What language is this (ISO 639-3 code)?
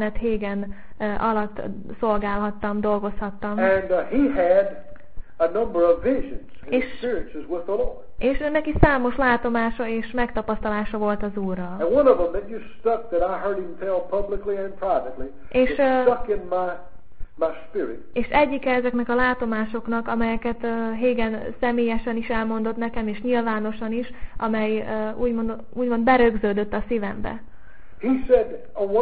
hun